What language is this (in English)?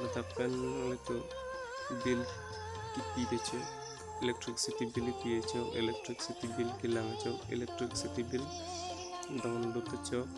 Karbi